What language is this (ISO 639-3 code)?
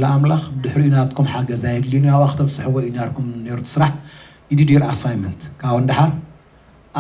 tir